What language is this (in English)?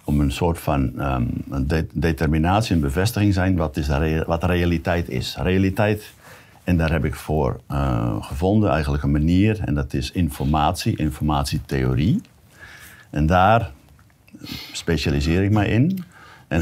Dutch